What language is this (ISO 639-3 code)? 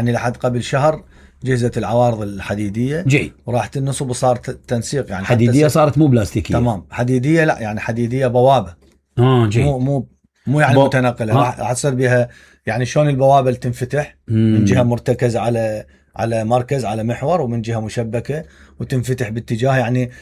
acm